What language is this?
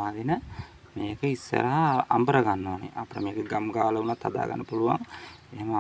Sinhala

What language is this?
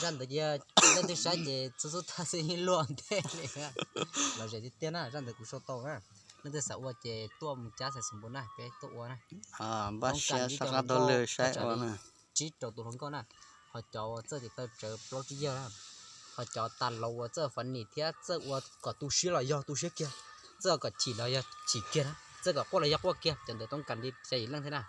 Hmong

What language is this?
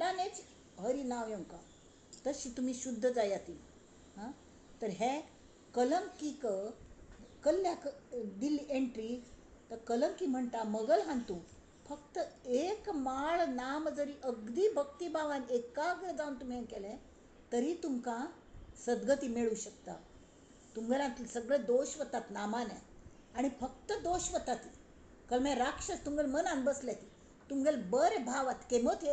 Konkani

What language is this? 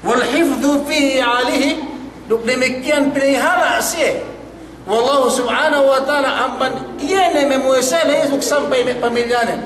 Yakan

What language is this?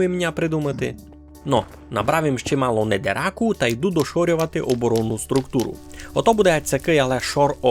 Rusyn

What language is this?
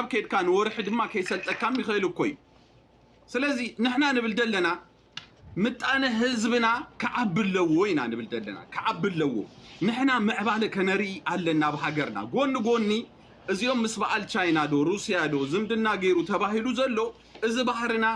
Tigrinya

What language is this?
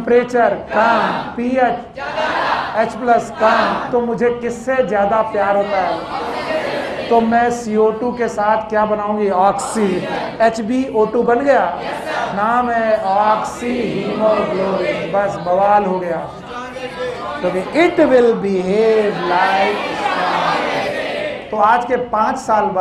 Hindi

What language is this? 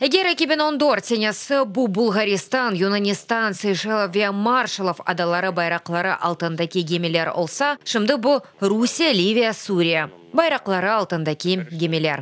Crimean Tatar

